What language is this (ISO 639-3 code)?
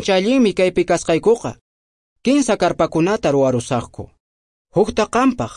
que